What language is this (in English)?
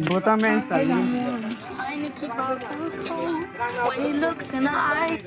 Kok Borok